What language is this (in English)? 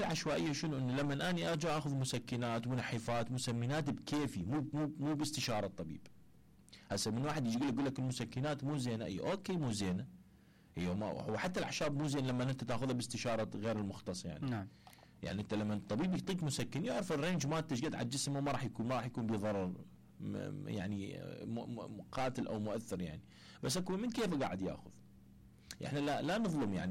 Mesopotamian Arabic